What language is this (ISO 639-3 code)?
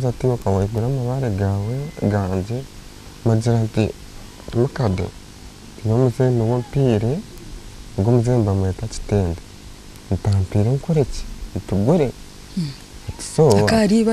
nyn